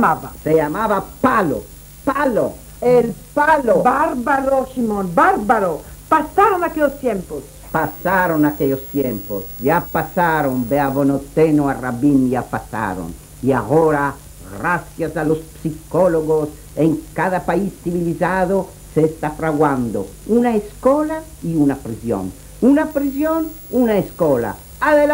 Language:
Ladino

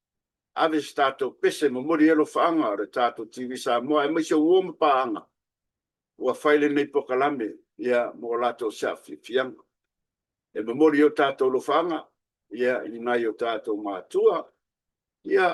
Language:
Samoan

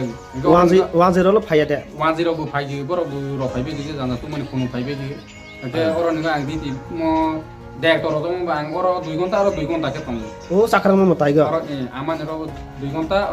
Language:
Kok Borok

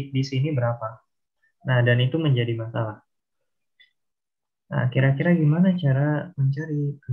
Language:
Indonesian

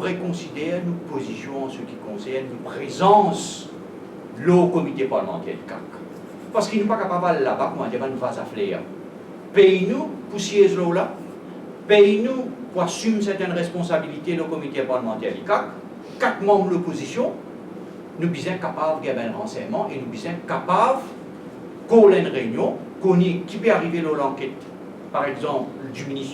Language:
Morisyen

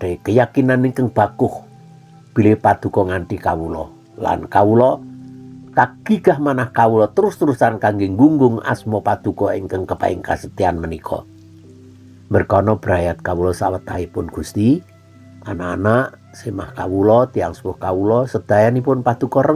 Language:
Javanese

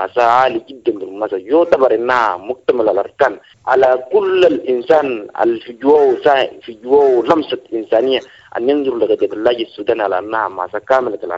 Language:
Sudanese Arabic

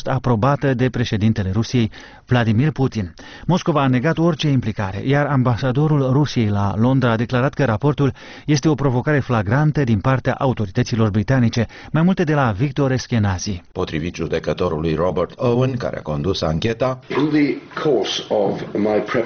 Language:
Romanian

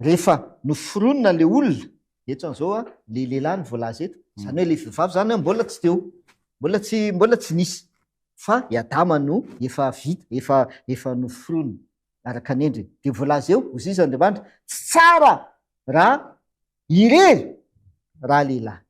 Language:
Malagasy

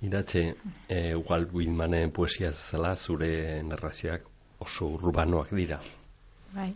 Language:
Basque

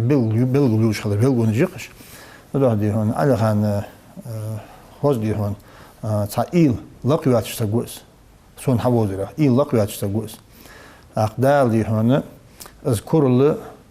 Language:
Ingush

